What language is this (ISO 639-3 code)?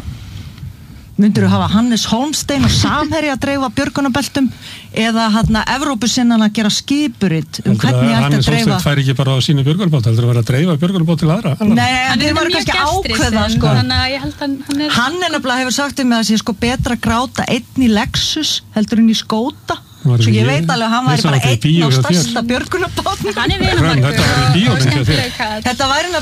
isl